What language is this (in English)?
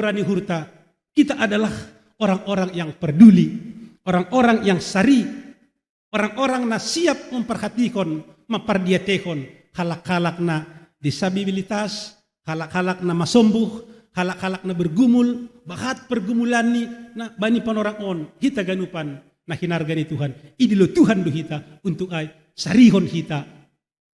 Batak Simalungun